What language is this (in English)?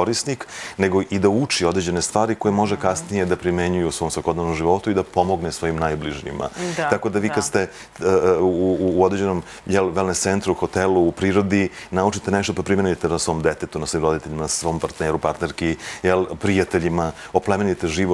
Serbian